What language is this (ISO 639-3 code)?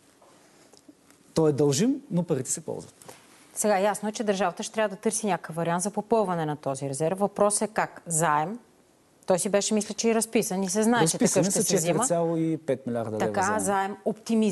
bul